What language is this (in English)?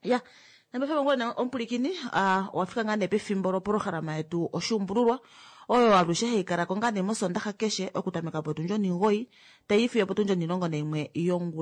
Kuanyama